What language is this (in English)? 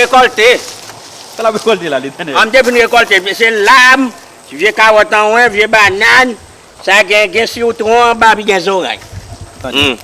Haitian Creole